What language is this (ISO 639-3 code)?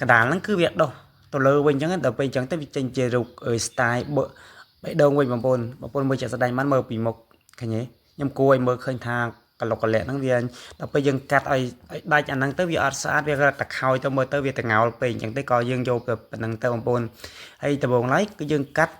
khm